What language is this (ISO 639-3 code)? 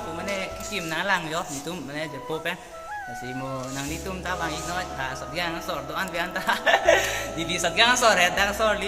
mjw